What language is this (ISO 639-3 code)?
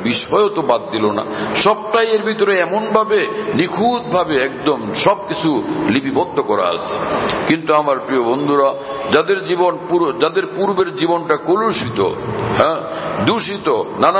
ben